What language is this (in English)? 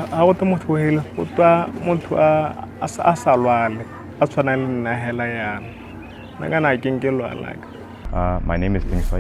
Tswana